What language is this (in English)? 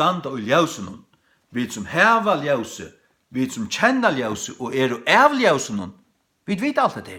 Faroese